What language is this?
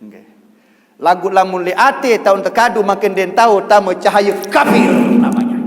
Sasak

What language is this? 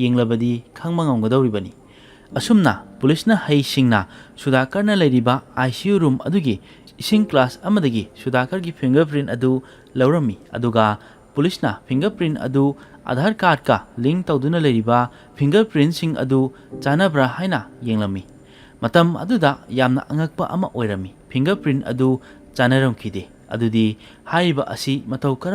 Manipuri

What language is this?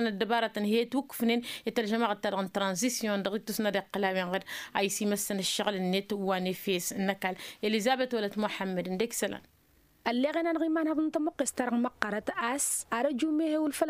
Tamasheq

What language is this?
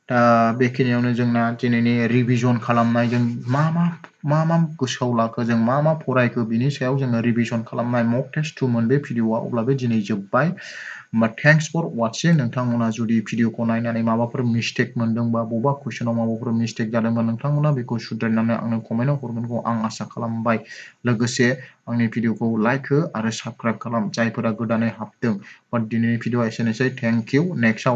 Bodo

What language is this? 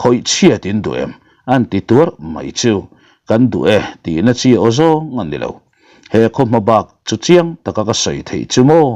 Mizo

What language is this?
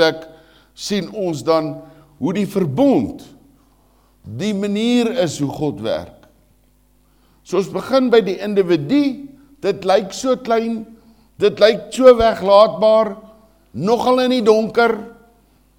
Afrikaans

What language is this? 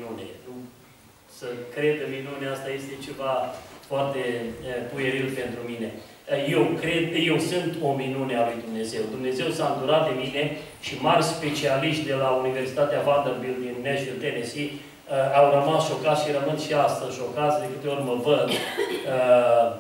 Romanian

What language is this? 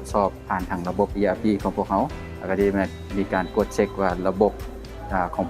Lao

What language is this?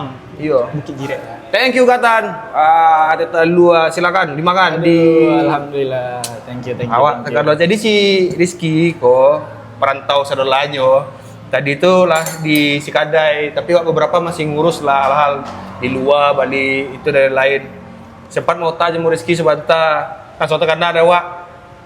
Minangkabau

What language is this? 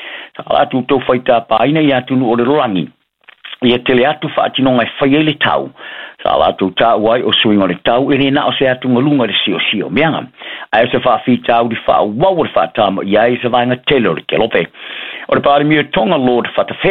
Samoan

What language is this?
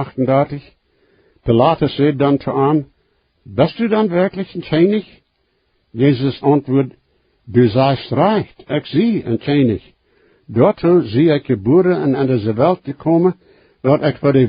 Plautdietsch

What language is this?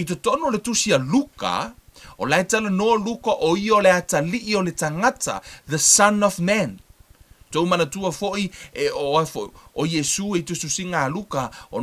Samoan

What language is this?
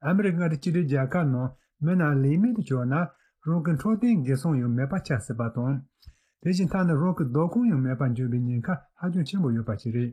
Tibetan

